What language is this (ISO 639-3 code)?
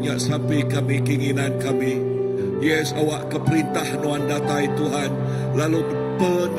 iba